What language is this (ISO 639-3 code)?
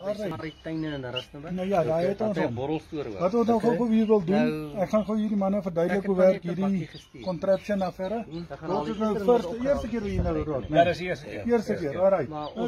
afr